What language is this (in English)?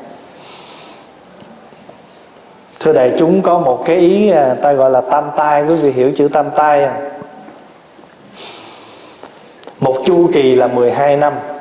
Vietnamese